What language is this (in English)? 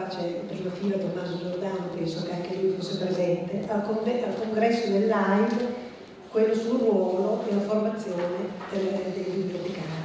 Italian